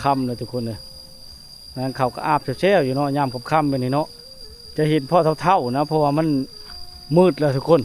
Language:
Lao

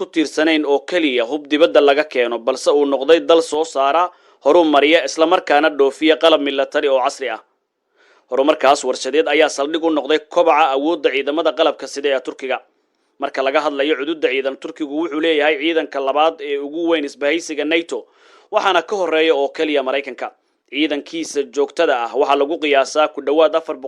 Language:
Somali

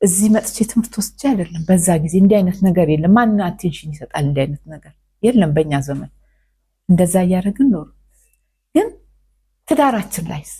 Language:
Amharic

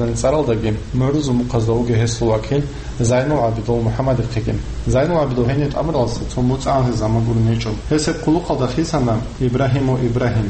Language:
Avaric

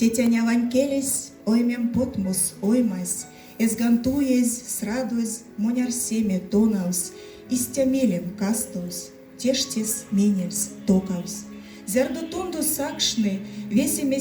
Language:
Erzya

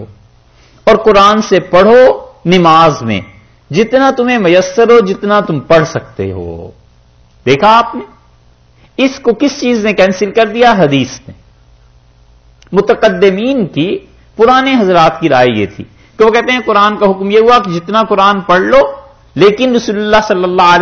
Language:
Urdu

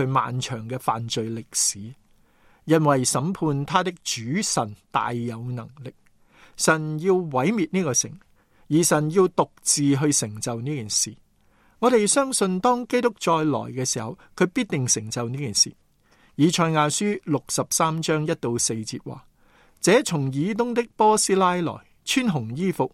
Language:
Cantonese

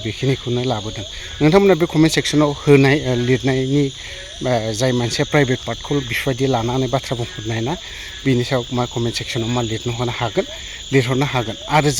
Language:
Bodo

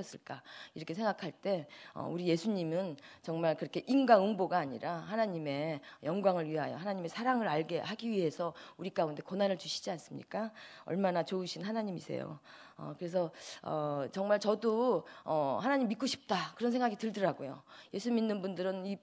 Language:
Korean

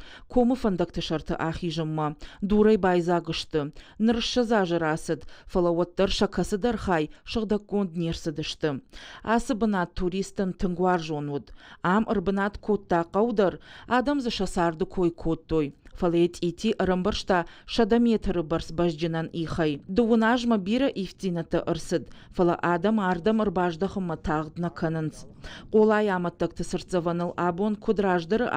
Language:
Ossetic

